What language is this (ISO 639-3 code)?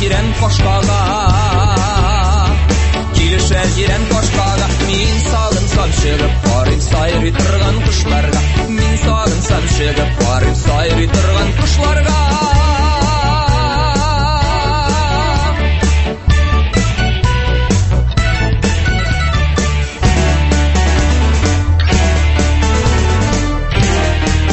tat